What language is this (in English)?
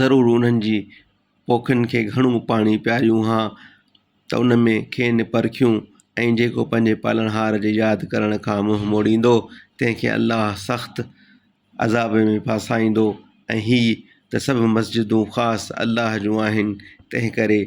Sindhi